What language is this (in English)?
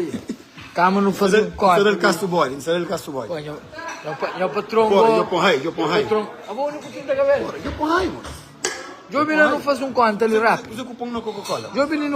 Kabuverdianu